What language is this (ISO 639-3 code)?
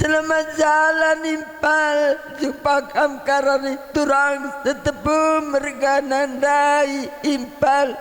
btx